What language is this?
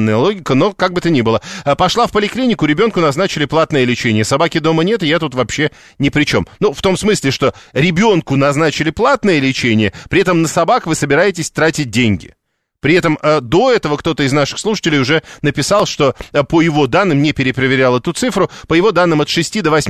Russian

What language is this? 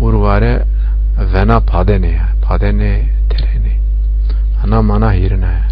Zaza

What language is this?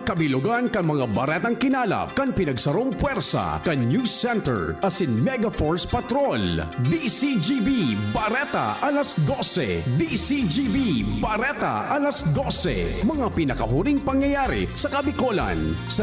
Bikol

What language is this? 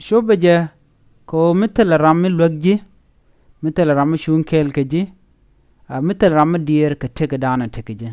Nuer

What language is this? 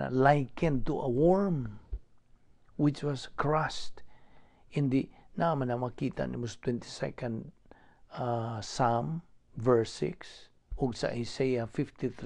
Cebuano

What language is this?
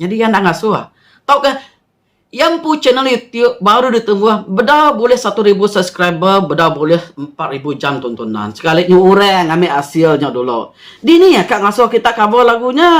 Iban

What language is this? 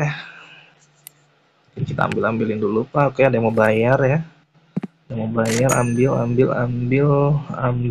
Indonesian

